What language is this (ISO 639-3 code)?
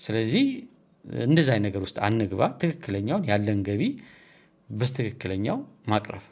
amh